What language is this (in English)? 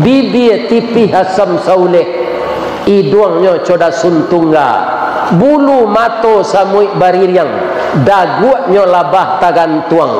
Minangkabau